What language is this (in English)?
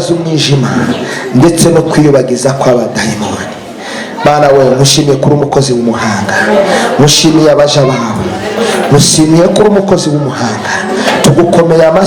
Kinyarwanda